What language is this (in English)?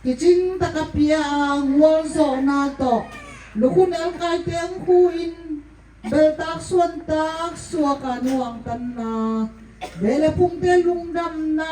Tedim Chin